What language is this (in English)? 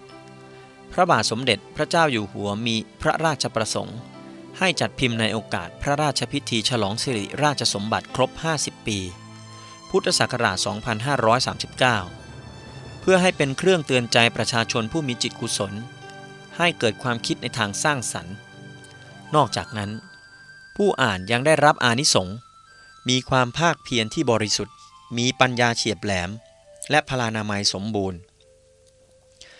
Thai